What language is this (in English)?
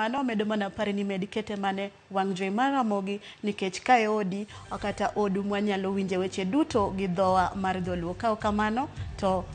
Luo (Kenya and Tanzania)